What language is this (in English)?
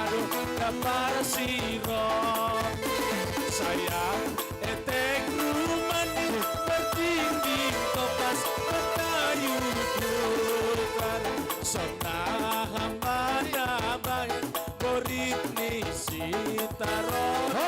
Batak Simalungun